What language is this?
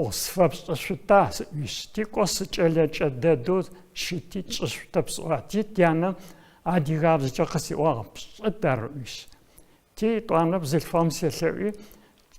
Adyghe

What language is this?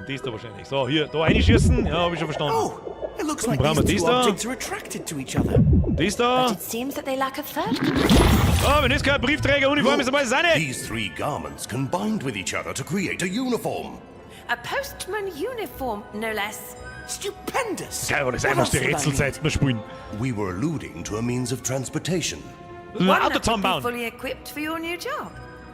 Bavarian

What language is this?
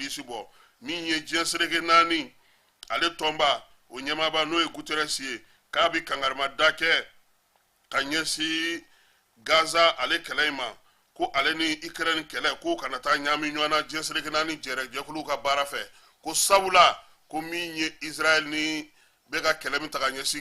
Bambara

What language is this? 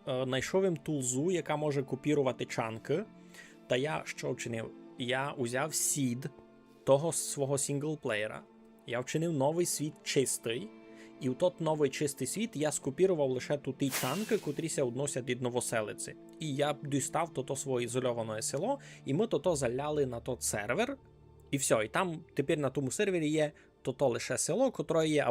Rusyn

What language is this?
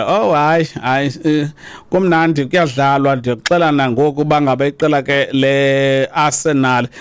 Xhosa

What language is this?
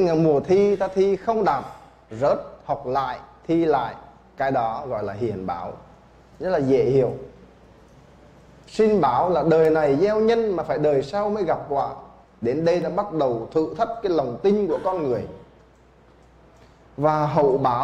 Vietnamese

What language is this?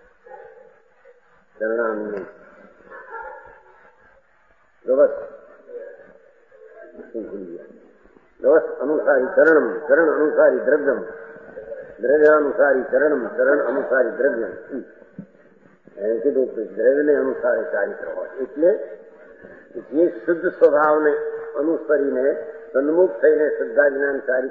Gujarati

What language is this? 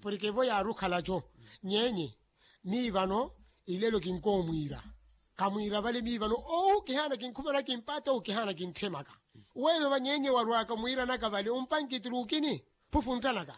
Makhuwa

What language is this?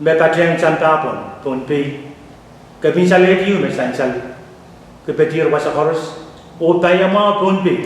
Pohnpeian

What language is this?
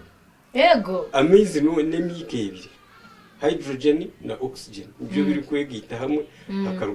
Nyankole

